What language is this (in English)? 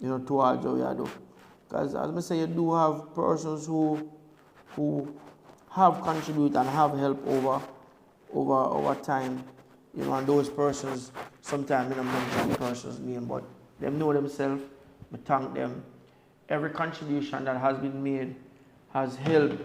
Jamaican Creole English